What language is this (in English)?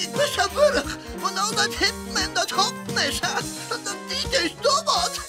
Western Frisian